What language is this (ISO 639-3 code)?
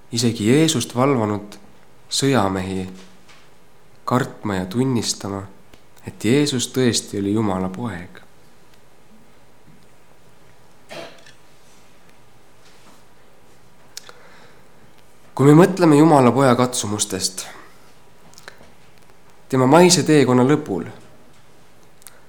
est